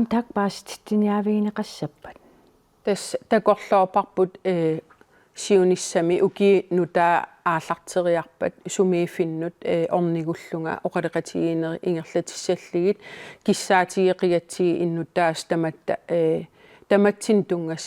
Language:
Kalaallisut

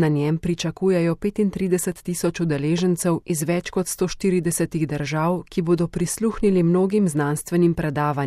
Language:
Slovenian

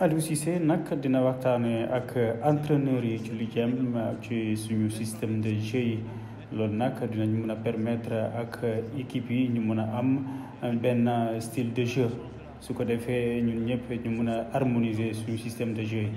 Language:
Wolof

